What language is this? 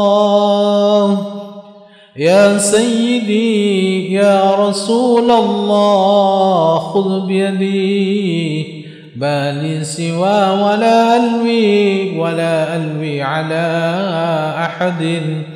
Arabic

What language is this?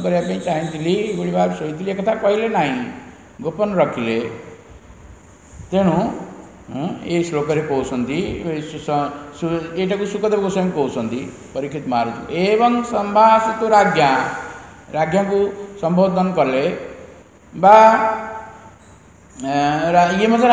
Odia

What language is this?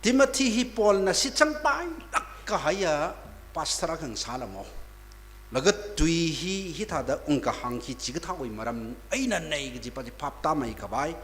Tangkhul Naga (India)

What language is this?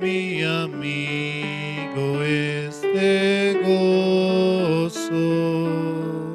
Aymara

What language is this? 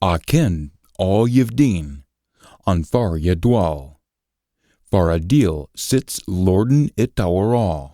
Scots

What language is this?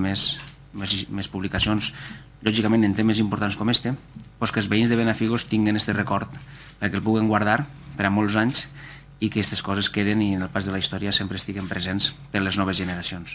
Catalan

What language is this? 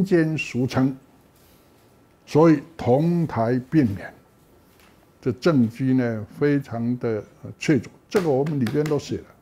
Chinese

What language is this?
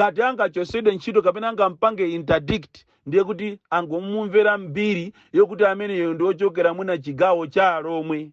Nyanja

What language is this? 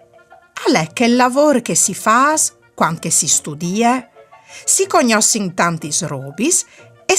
Friulian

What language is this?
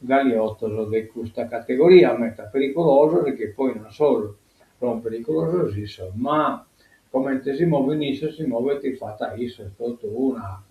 Sardinian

